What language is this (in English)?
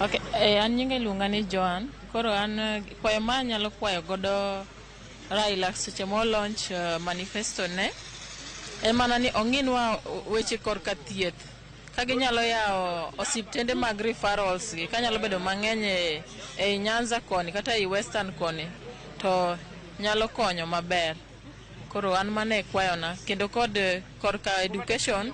Luo (Kenya and Tanzania)